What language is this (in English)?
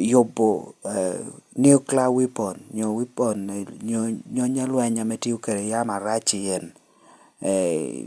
Lango (Uganda)